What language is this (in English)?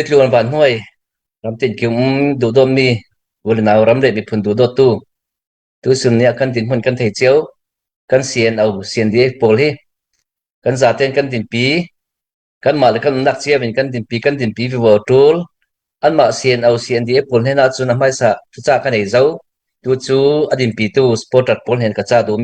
Falam Chin